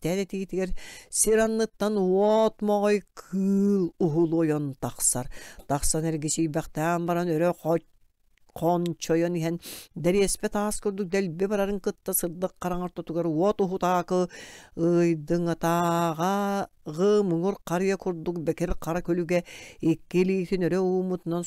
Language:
Yakut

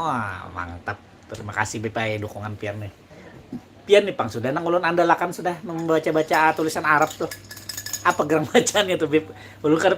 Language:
Banjar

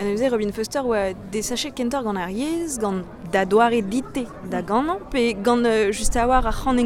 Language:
Breton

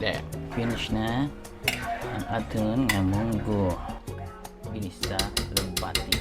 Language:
Hiligaynon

